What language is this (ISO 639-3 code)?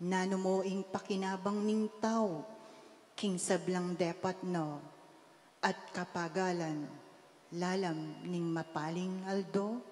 pam